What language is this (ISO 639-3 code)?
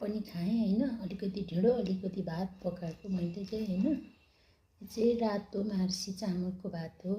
nep